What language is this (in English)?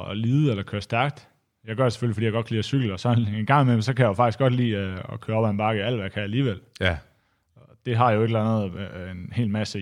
Danish